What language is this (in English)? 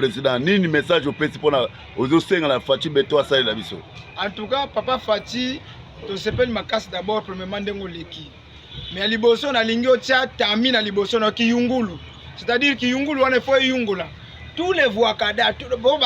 Lingala